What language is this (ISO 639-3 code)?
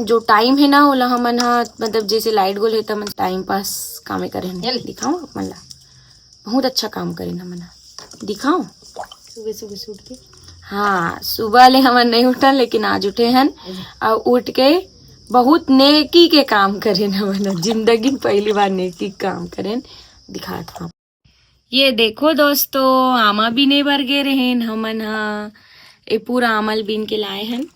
hne